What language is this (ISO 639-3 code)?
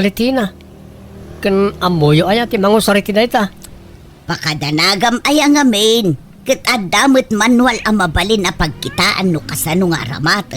ilo